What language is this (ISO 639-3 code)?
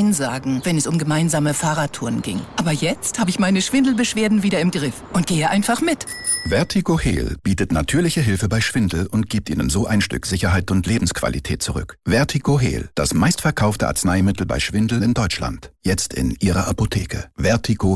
deu